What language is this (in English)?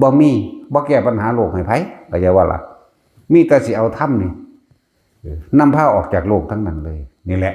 Northeastern Thai